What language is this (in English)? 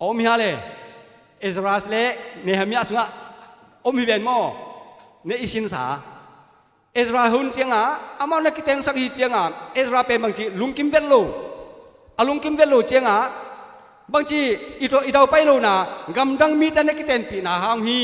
Tedim Chin